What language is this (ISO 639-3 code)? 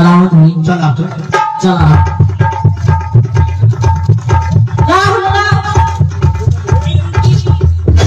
bho